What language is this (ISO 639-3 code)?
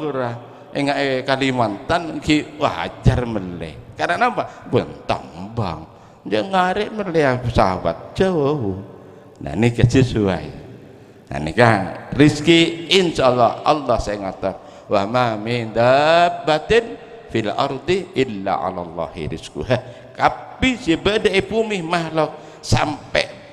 mad